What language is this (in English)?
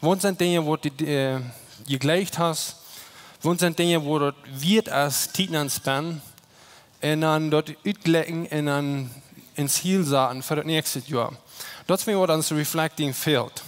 Plautdietsch